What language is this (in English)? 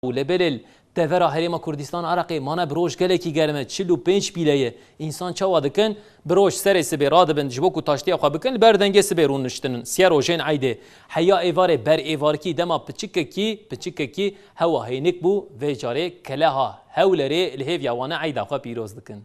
Kurdish